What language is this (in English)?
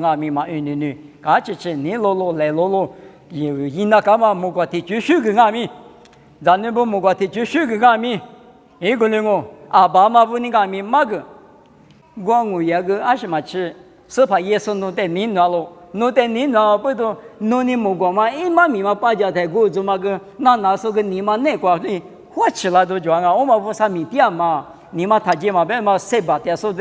Lisu